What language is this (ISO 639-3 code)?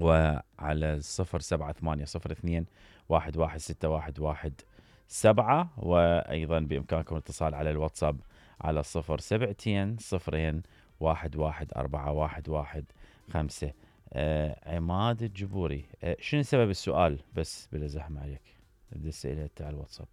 acm